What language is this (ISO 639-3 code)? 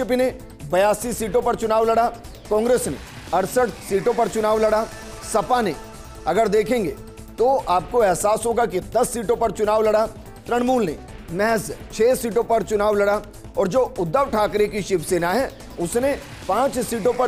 hin